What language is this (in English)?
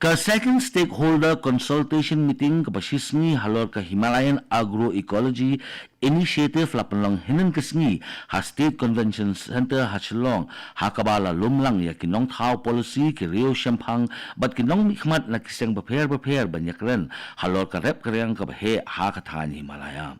Khasi